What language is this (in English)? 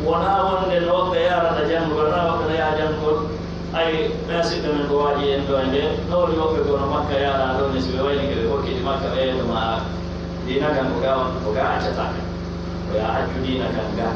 Pular